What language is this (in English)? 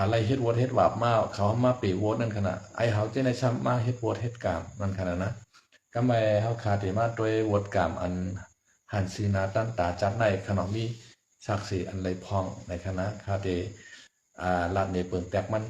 Shan